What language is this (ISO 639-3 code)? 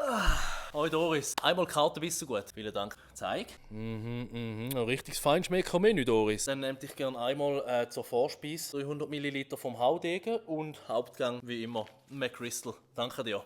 gsw